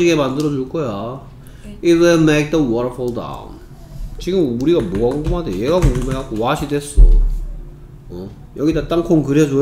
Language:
Korean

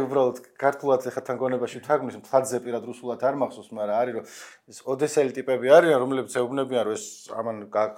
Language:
Georgian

